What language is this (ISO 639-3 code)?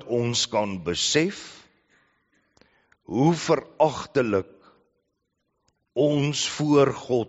afr